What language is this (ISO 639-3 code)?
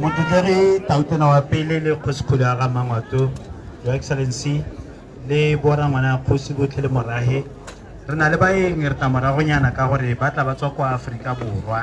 tsn